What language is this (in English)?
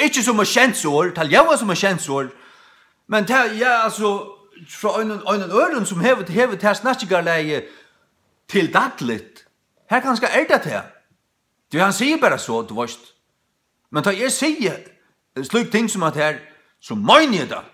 Faroese